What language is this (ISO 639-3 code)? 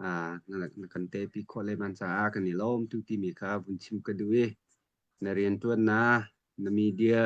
cnh